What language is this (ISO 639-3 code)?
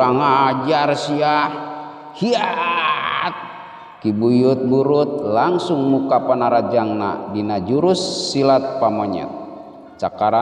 sun